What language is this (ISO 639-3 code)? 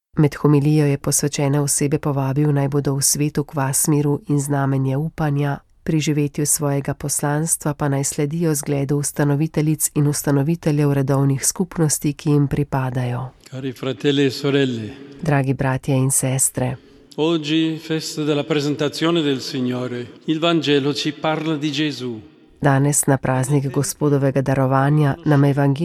slv